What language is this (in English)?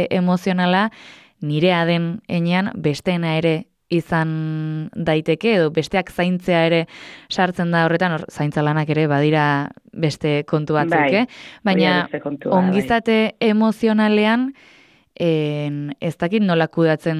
Basque